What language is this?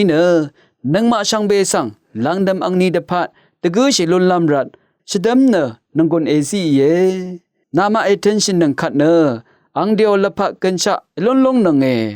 Rawang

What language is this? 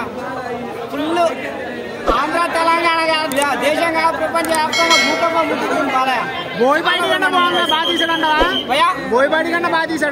Telugu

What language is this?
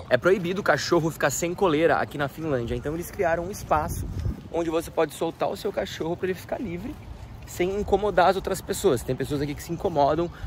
Portuguese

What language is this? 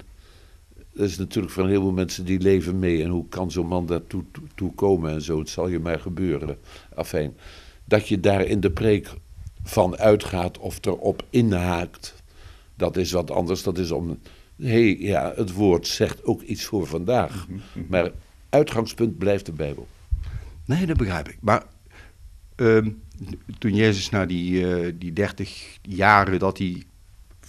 Dutch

